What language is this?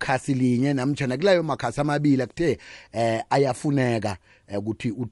South Ndebele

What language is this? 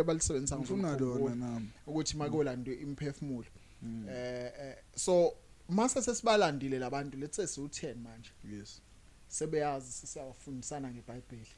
Zulu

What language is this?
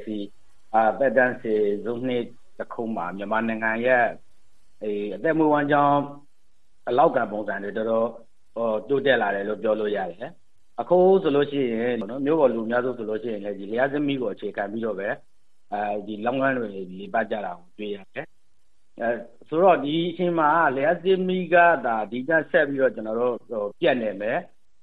Burmese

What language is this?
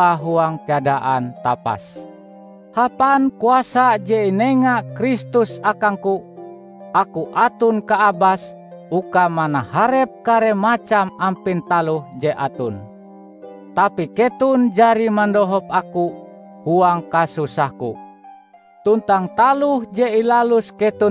Ngaju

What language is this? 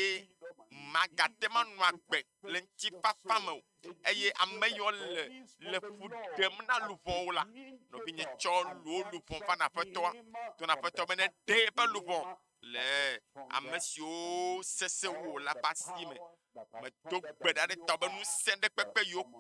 Ewe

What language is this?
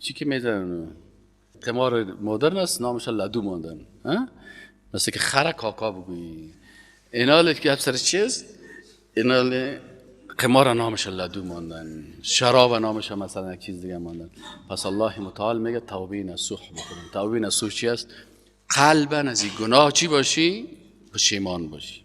Persian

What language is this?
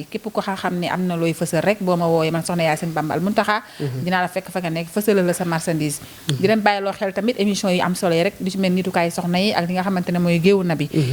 Wolof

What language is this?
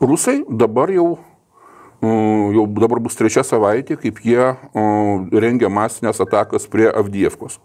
Lithuanian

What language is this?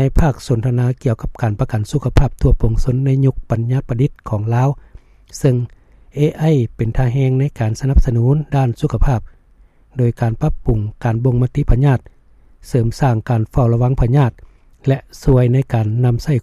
Lao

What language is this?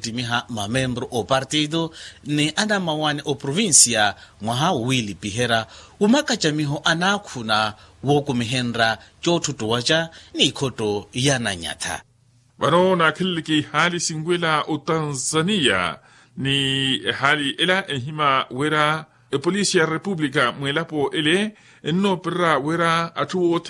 Makhuwa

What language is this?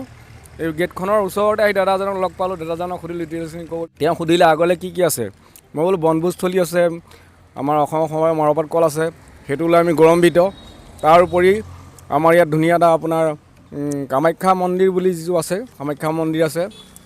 Assamese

